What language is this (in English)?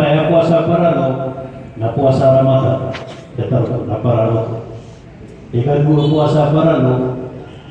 Maranao